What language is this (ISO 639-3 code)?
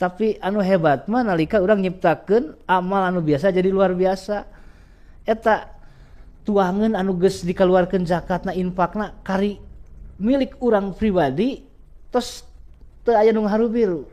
sun